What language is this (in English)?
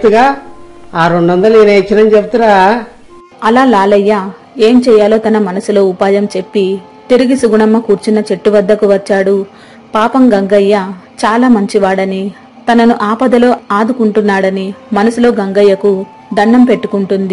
Telugu